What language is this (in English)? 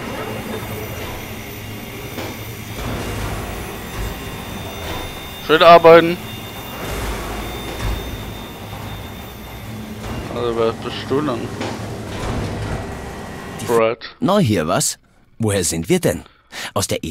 German